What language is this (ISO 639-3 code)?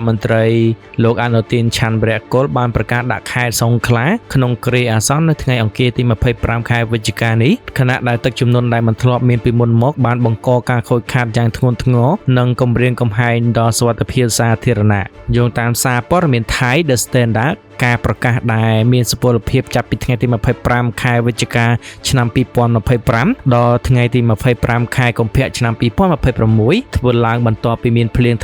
khm